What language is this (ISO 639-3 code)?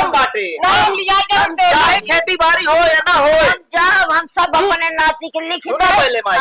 awa